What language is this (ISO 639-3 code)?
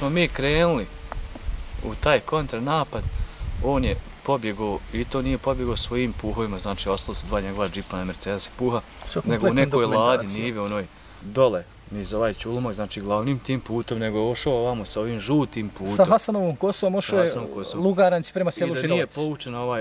bos